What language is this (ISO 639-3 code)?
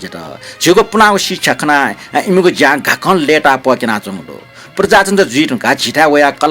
new